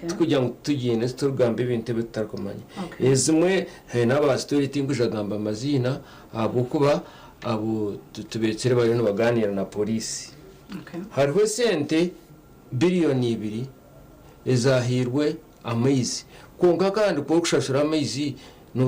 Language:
Nyankole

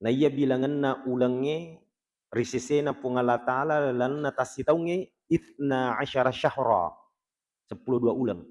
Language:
Buginese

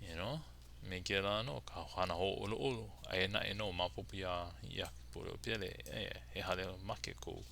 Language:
Hawaiian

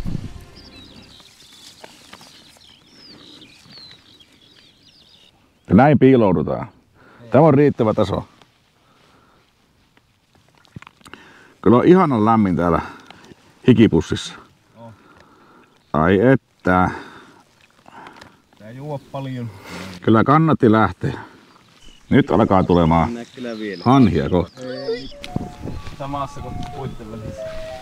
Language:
Finnish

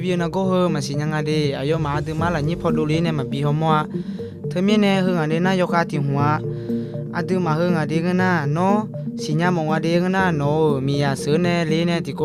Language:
Akha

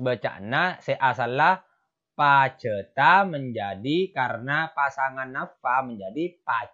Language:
Madurese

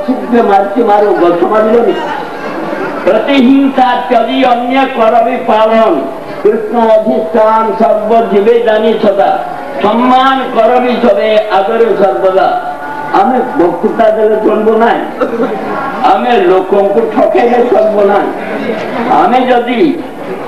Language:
Odia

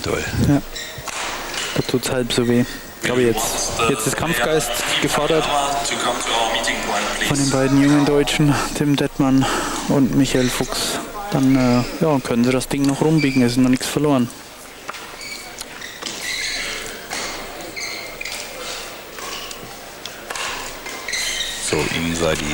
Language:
German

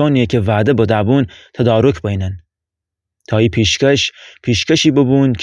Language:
Gilaki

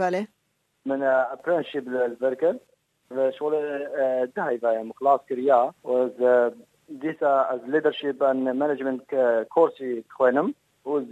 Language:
Kurdish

